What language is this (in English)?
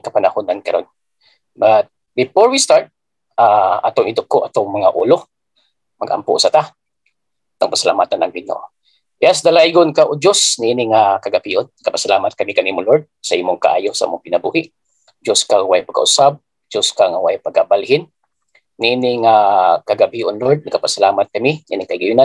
Cebuano